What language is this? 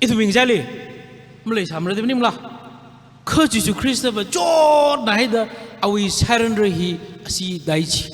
Tangkhul Naga (India)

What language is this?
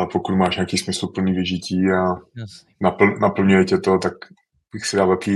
Czech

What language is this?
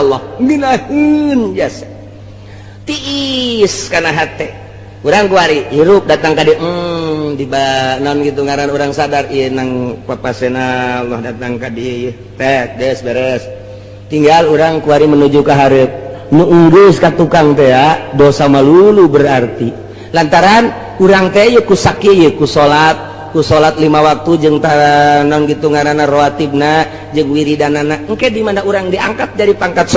Sundanese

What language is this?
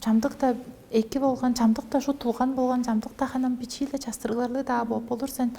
Tuvinian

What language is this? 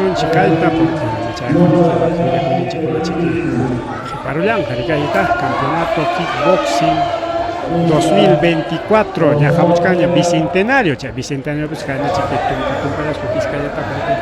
Ayacucho Quechua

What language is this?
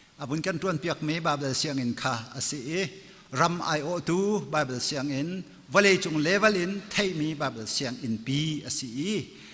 Hakha Chin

